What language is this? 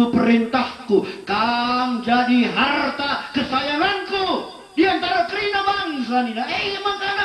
Batak Karo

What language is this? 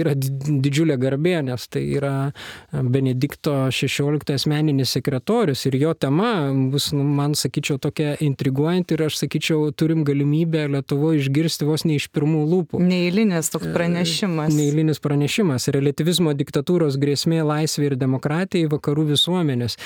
Lithuanian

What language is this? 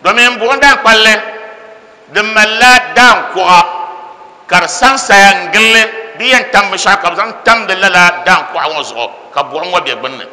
Dagbani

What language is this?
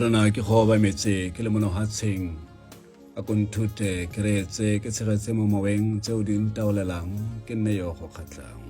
Tswana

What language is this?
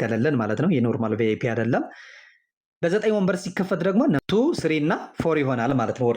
Amharic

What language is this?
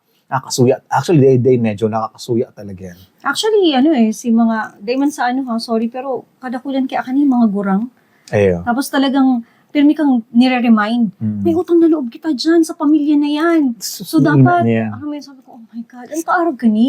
Bikol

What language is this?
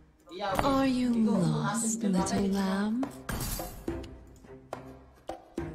Indonesian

